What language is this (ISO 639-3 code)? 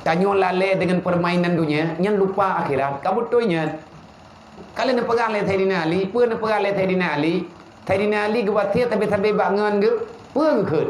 ace